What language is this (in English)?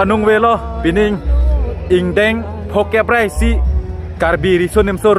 Karbi